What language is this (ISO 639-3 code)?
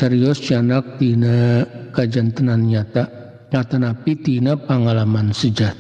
sun